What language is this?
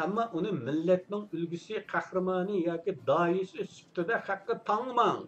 Uyghur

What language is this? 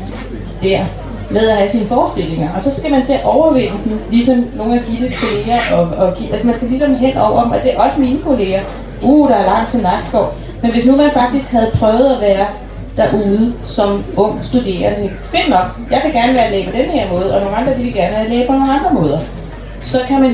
Danish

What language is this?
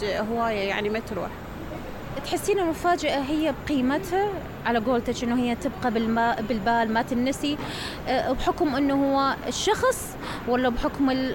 Mesopotamian Arabic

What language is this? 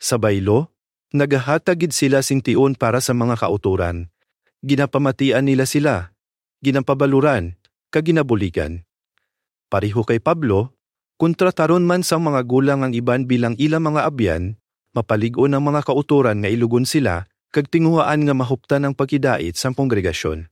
Hiligaynon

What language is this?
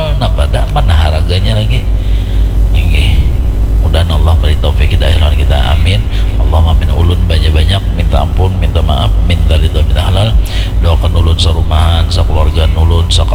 Banjar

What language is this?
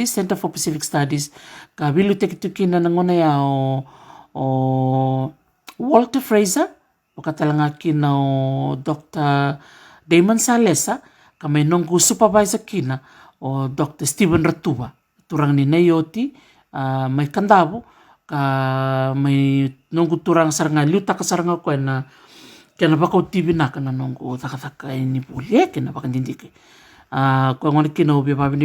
Fijian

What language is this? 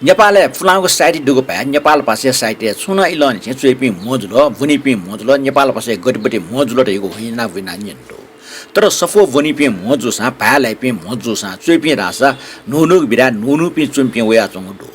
Newari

